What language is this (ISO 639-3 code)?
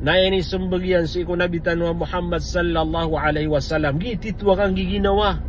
mrw